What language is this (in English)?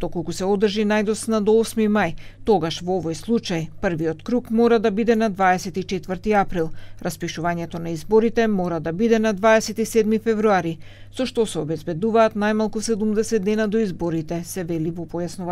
Macedonian